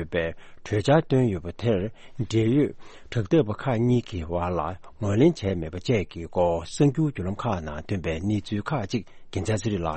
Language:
Tibetan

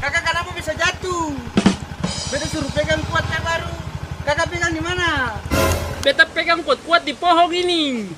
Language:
Ambonese Malay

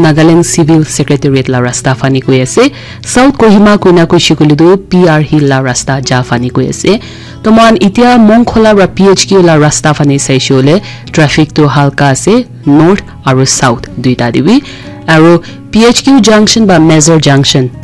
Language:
Naga Pidgin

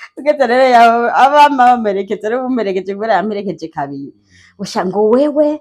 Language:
Rundi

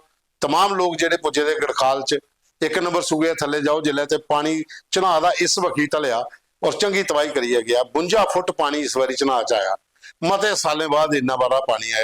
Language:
Dogri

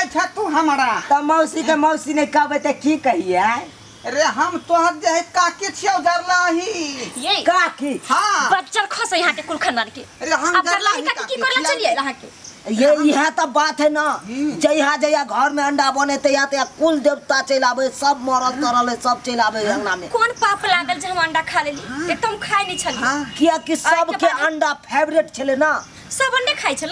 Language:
Maithili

